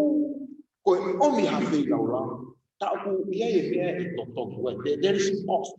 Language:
Tongan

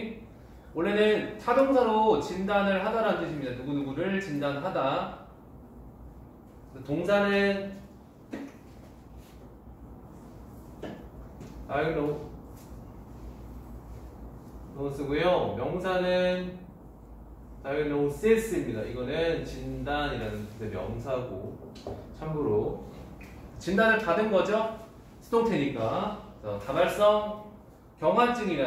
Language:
Korean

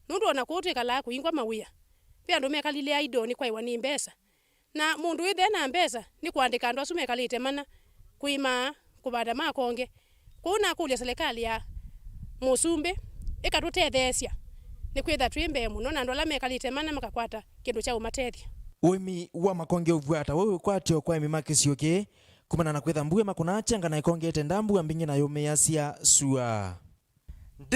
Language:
Kamba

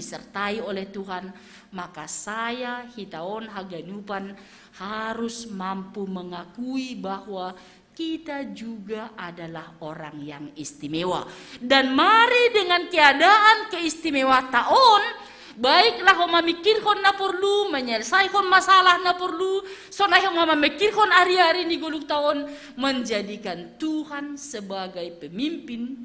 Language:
Batak Simalungun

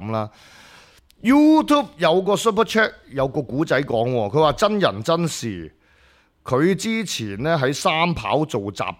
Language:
Cantonese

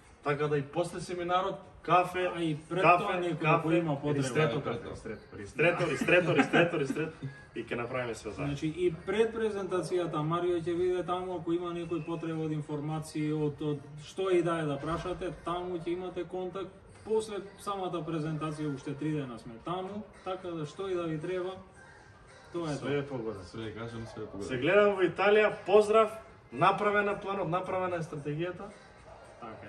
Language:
Macedonian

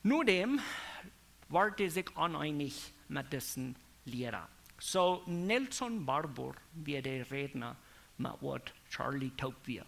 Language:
Plautdietsch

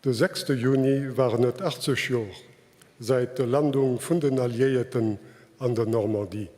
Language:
Luxembourgish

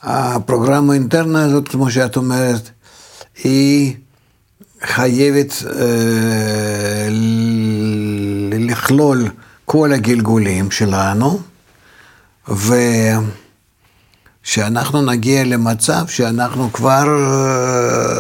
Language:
Hebrew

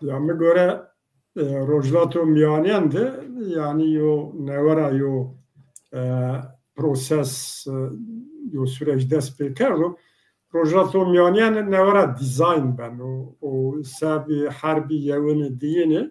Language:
Zaza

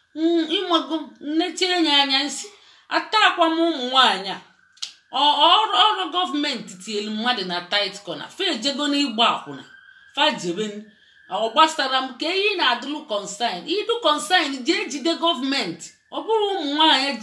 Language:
Igbo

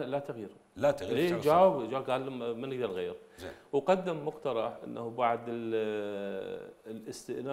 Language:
Mesopotamian Arabic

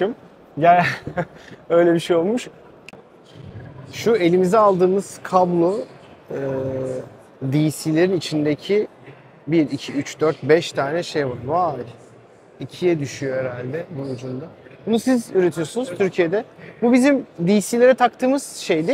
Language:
Turkish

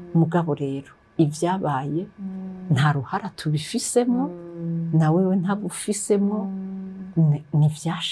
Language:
Rundi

